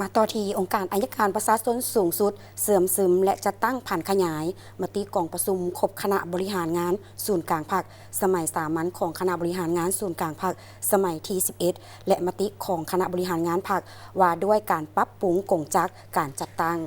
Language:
Lao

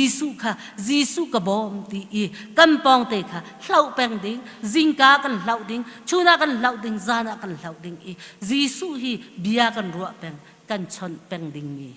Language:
Hakha Chin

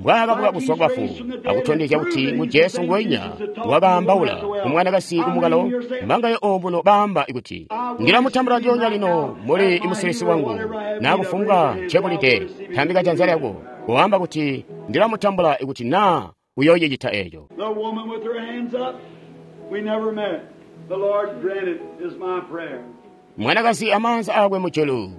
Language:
Tonga (Zambia)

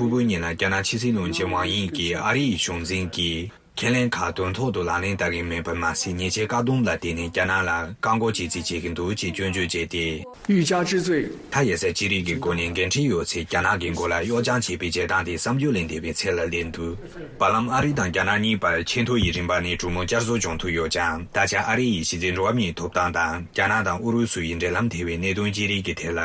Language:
Tibetan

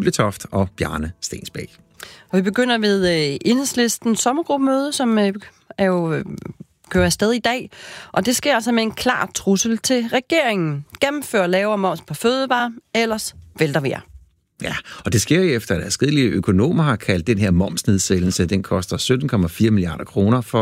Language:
Danish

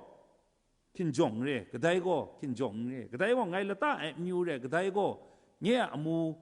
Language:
Kachin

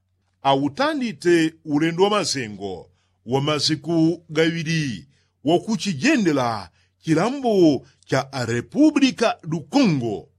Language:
Yao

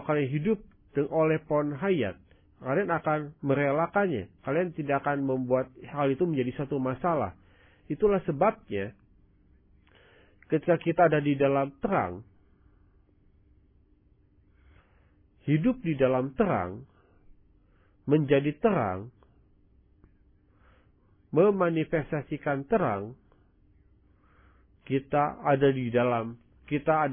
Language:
Indonesian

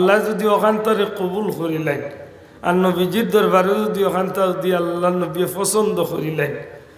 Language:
Sylheti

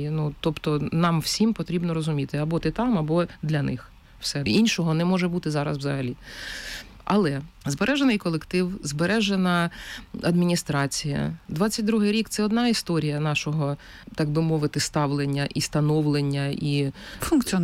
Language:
Ukrainian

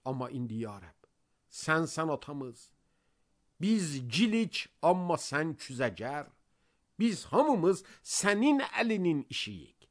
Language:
Azerbaijani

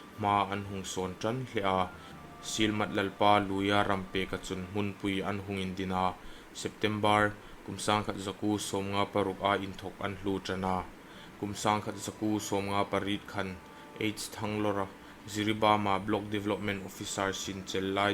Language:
Hmar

